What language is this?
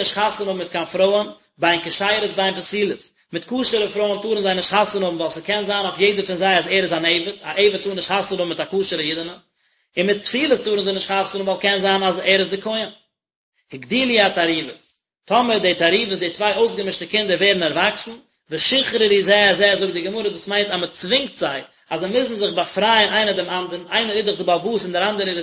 Yiddish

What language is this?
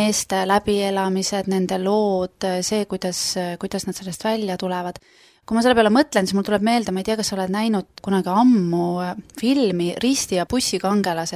Estonian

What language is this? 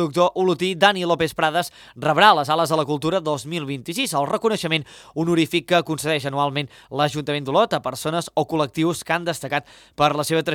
Catalan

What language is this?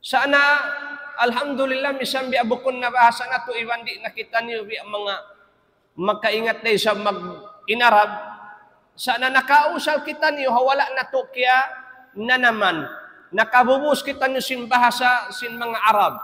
Tausug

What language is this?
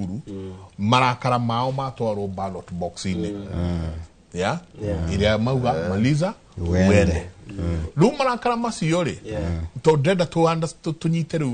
Kikuyu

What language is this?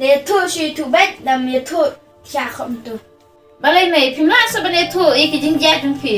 Khasi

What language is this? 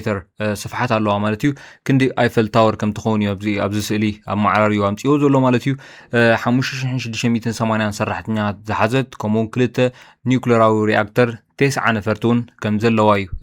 Tigrinya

